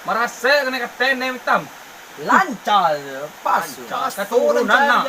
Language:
Minangkabau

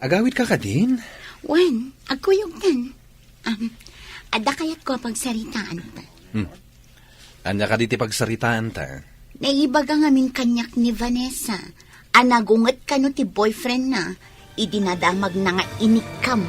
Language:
Iloko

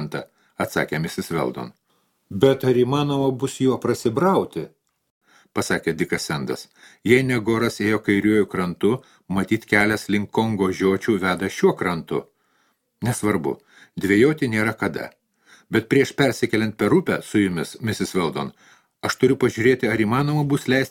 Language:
Lithuanian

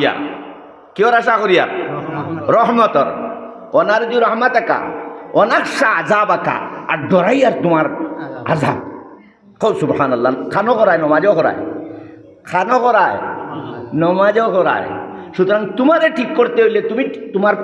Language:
Sylheti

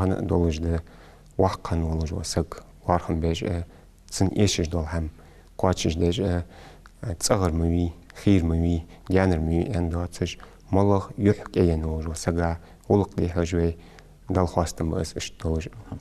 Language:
Ingush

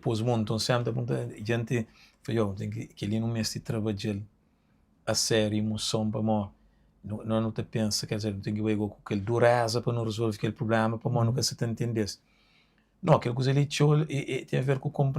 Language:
Kabuverdianu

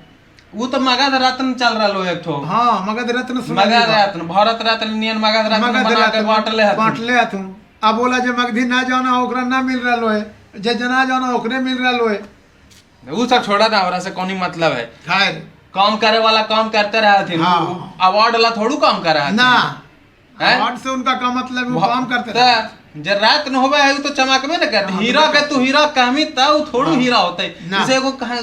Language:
Magahi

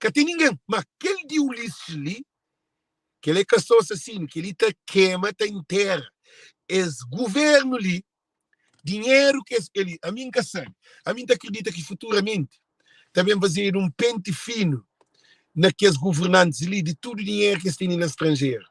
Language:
Kabuverdianu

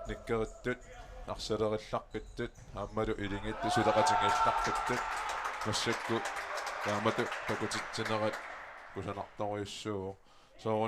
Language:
Kalaallisut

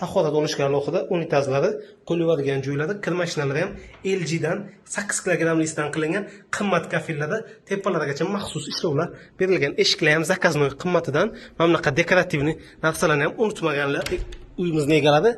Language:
Uzbek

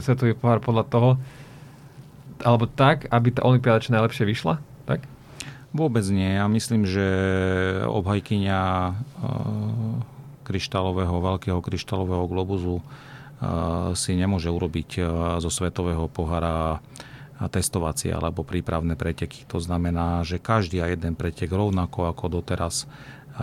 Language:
Slovak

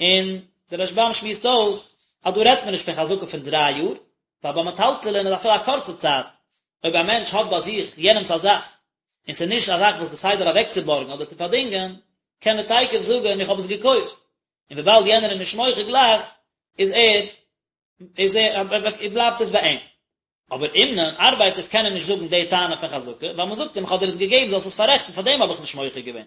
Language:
Yiddish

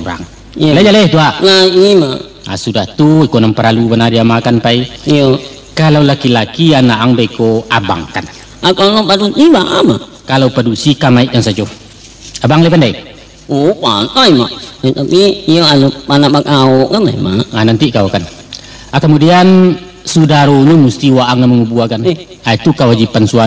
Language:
Minangkabau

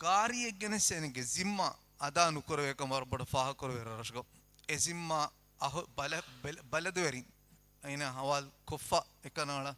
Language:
Divehi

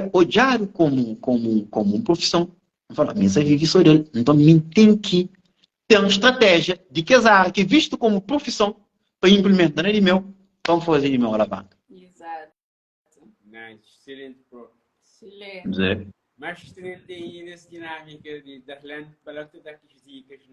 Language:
Kabuverdianu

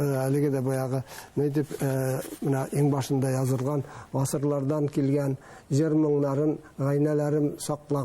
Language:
Bashkir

